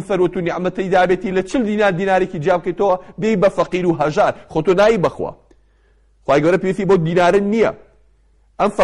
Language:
Central Kurdish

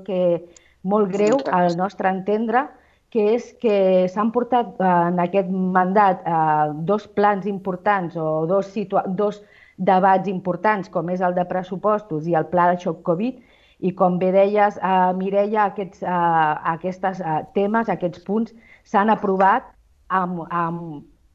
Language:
Catalan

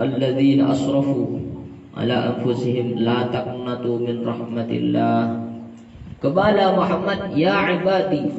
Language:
Madurese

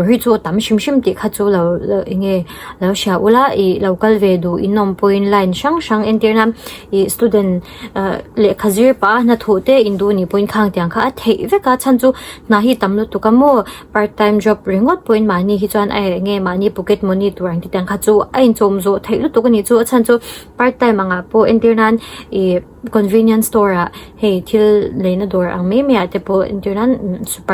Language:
Mizo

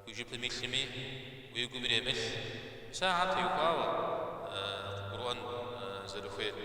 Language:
Kabardian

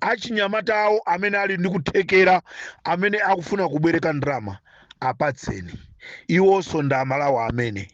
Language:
Nyanja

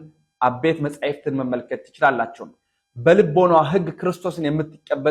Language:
Amharic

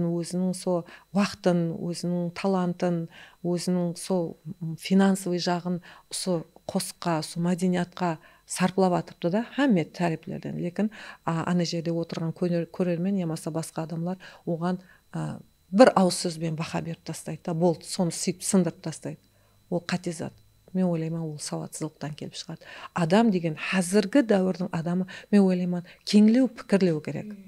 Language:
Kara-Kalpak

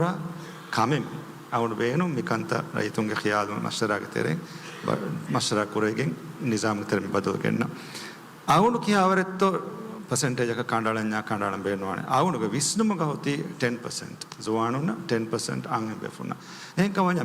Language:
Divehi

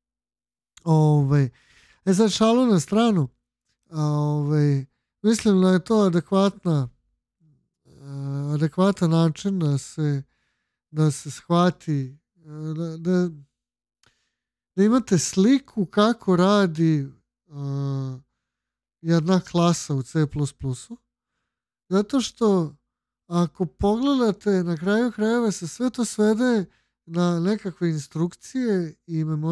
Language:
Serbian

